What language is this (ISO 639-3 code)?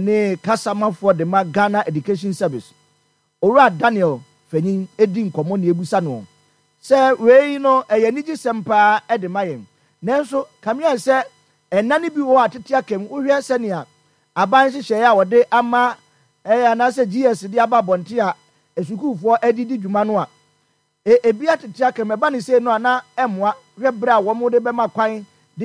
aka